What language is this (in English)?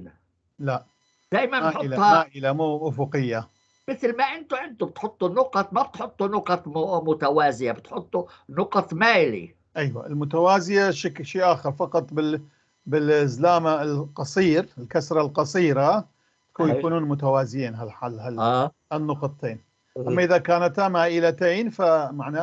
North Levantine Arabic